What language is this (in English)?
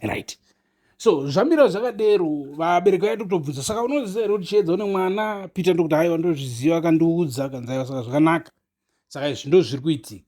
Shona